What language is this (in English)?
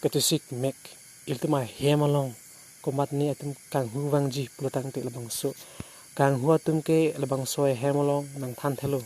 Karbi